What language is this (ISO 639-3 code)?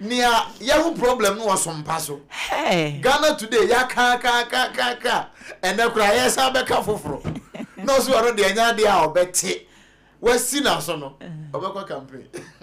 aka